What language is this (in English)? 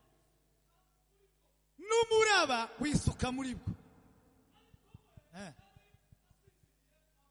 Kinyarwanda